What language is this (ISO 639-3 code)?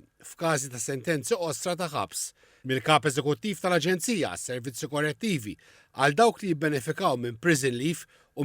mlt